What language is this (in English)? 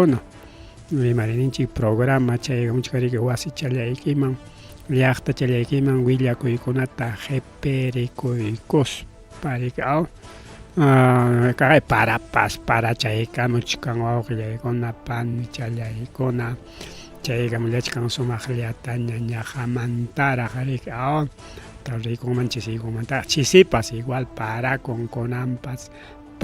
Ayacucho Quechua